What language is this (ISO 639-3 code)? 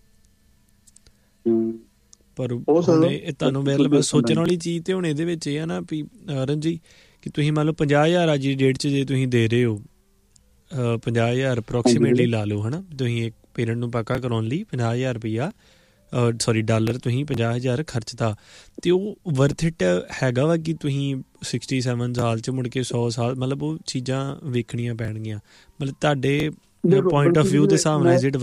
pan